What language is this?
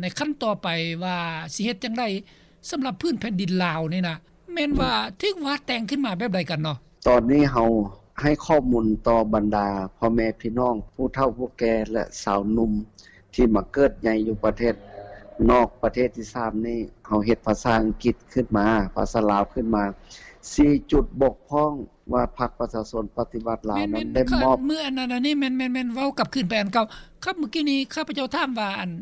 Lao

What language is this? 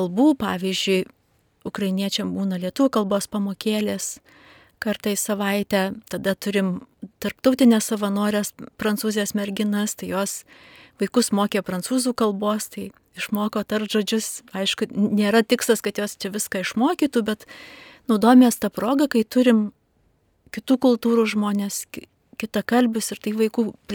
Lithuanian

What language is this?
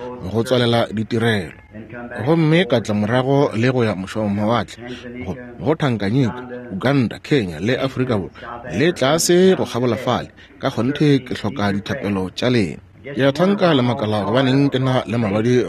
Northern Sotho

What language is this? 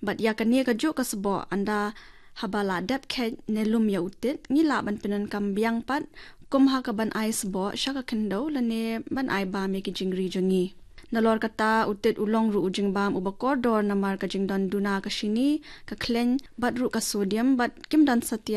Khasi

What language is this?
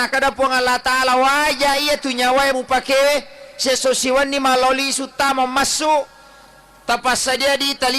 Buginese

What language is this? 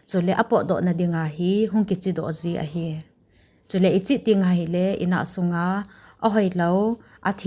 Thado Chin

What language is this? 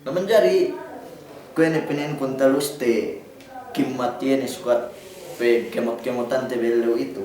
Yakan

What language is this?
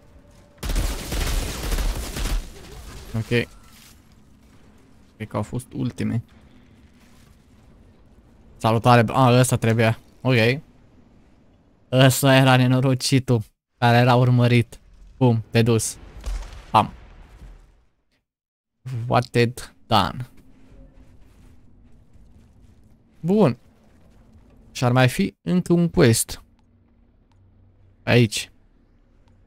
Romanian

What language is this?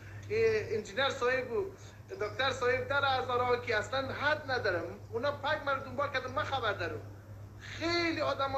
Persian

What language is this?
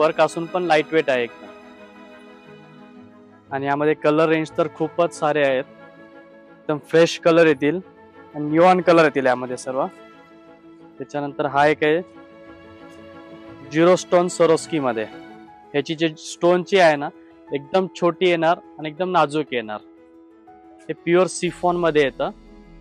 Marathi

